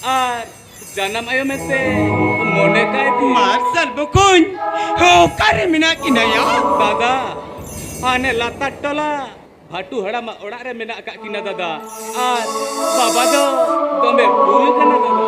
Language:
Santali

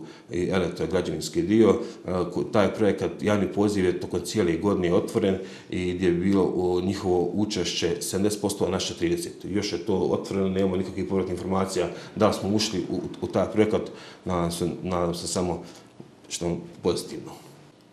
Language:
Bosnian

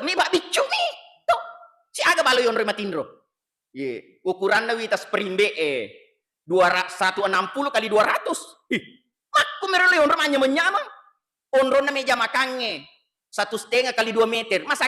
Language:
Buginese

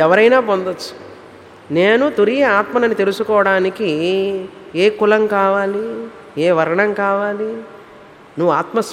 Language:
Telugu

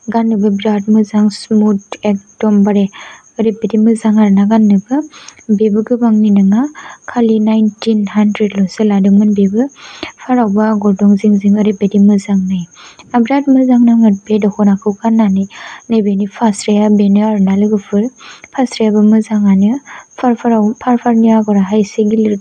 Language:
Bodo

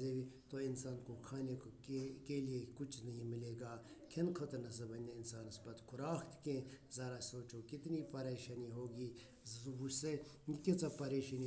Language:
Kashmiri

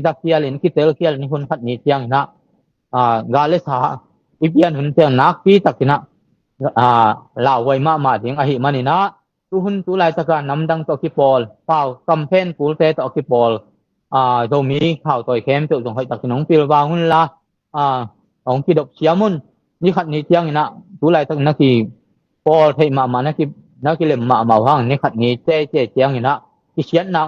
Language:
Tedim Chin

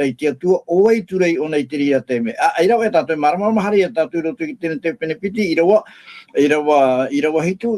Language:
Tahitian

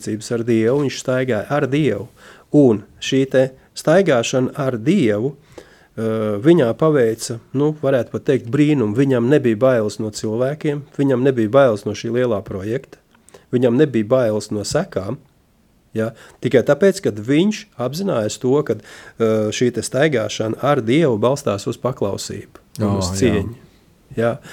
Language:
Latvian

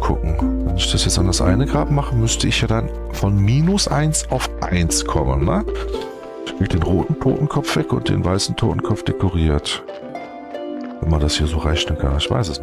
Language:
German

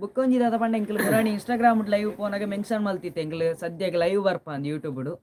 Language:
Tulu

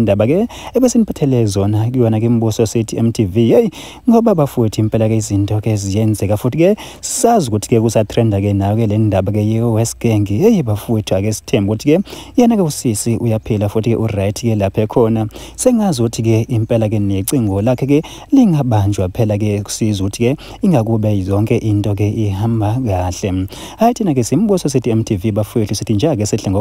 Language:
Zulu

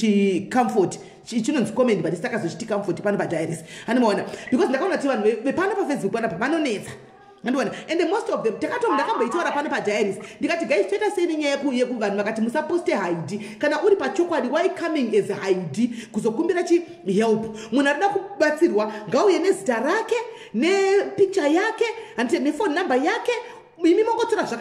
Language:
Shona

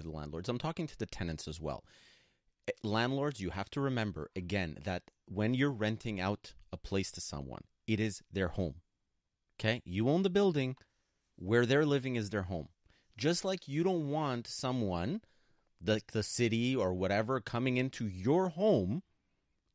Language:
English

